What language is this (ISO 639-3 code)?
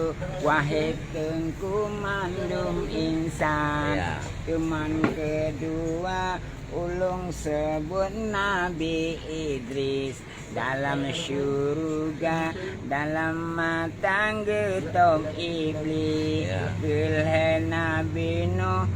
ace